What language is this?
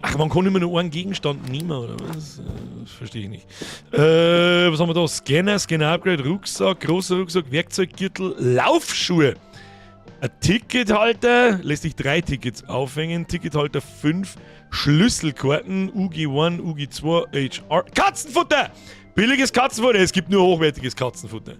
Bavarian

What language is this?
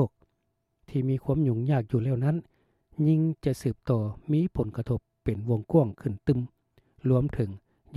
Lao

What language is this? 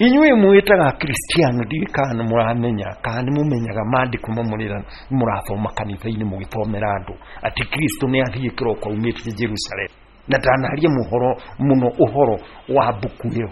Kikuyu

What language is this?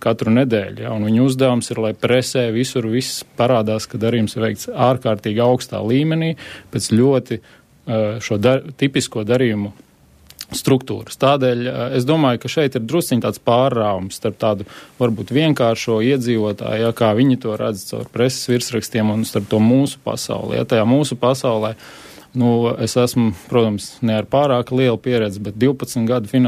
Latvian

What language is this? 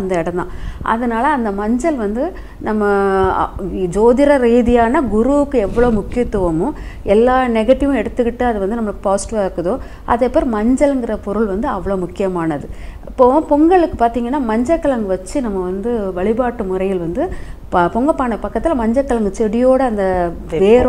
Tamil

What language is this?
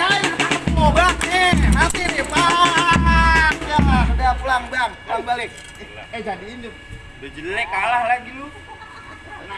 Betawi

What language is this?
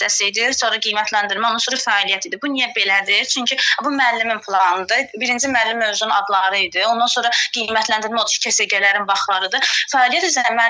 Azerbaijani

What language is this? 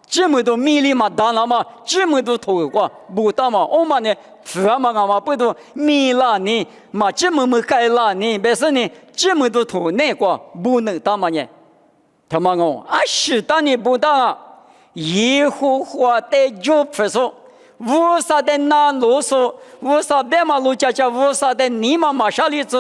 Lisu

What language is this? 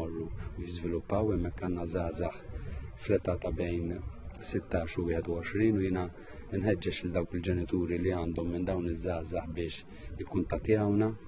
Maltese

